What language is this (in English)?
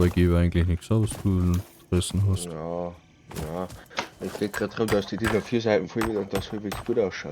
Bavarian